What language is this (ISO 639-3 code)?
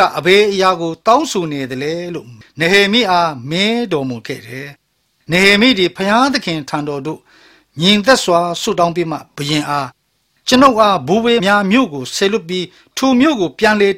mya